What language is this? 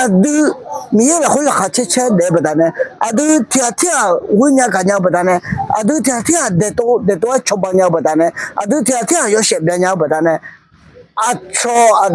Akha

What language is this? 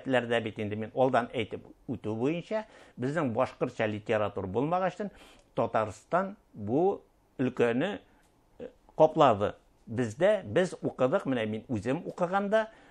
Bashkir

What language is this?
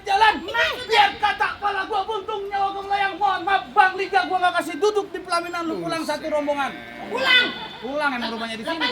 Betawi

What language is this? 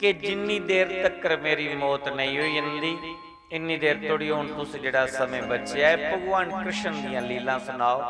Dogri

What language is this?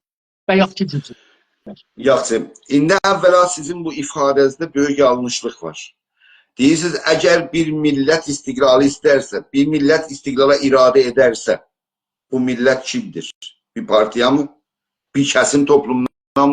South Azerbaijani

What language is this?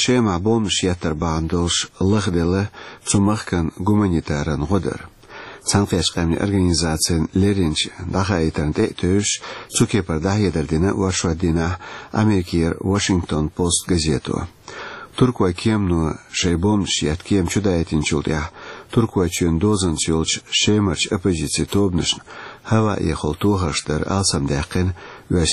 Chechen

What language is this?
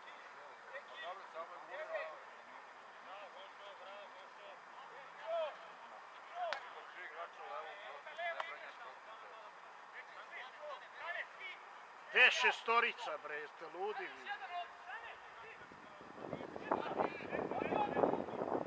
Serbian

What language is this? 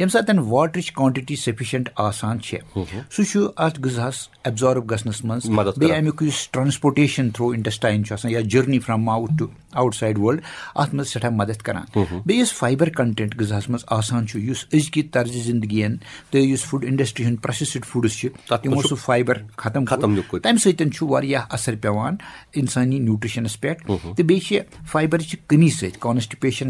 Kashmiri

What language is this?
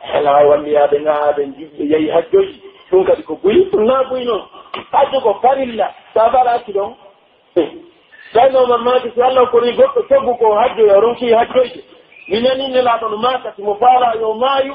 Pular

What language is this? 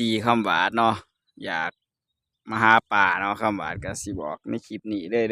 Northeastern Thai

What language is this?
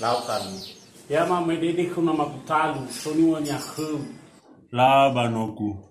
Nias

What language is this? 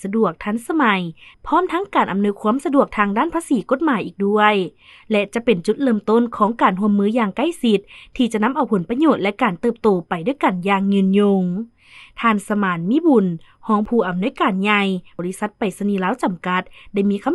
Lao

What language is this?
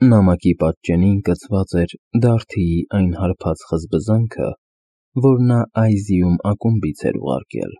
Armenian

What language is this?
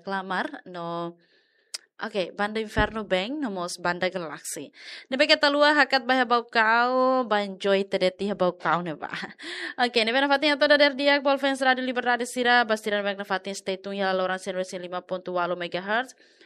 Tetum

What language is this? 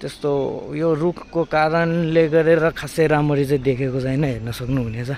Nepali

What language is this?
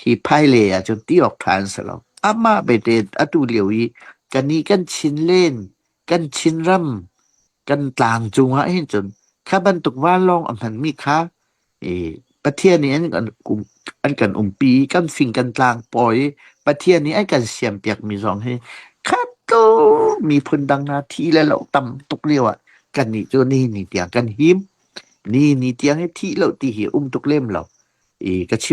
Hakha Chin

